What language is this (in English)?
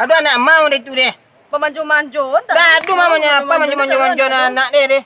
Minangkabau